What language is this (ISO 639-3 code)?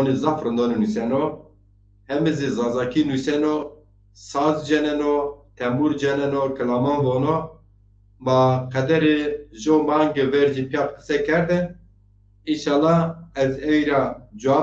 zza